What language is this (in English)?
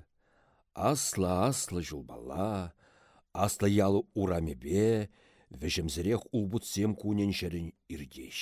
Chuvash